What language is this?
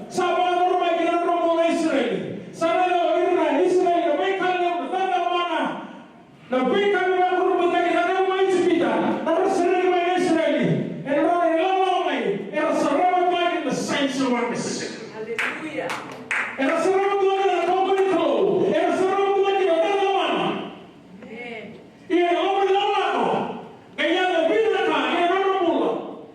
Fijian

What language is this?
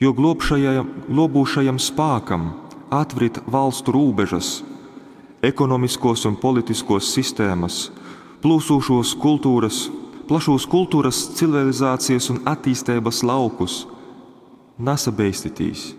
Latgalian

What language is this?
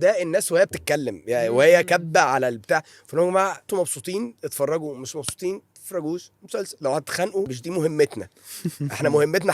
Egyptian Arabic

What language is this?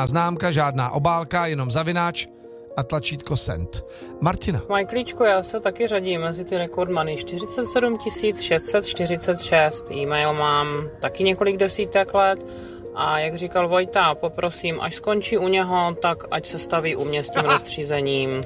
Czech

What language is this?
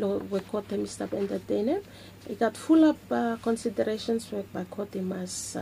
Bislama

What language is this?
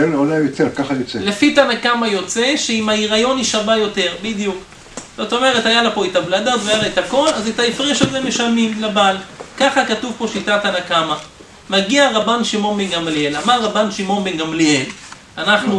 Hebrew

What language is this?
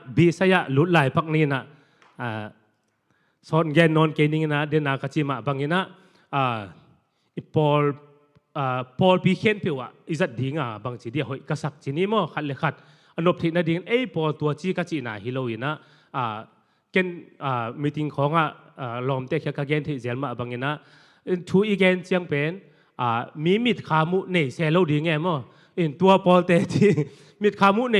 Tedim Chin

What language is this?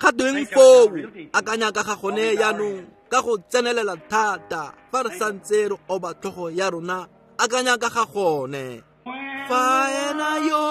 Tswana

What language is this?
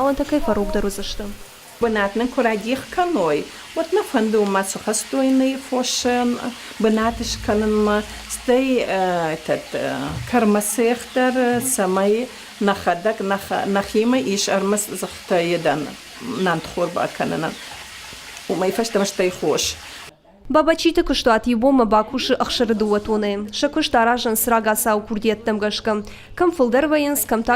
Ossetic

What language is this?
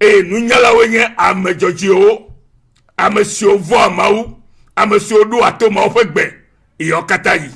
Ewe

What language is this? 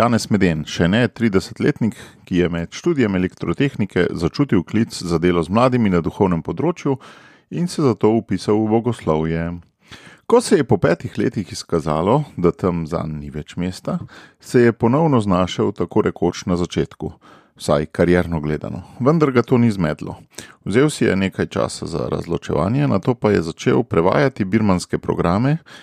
Slovenian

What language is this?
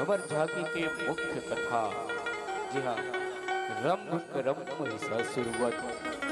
Chhattisgarhi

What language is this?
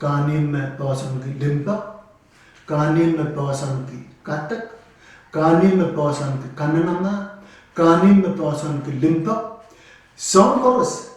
Pohnpeian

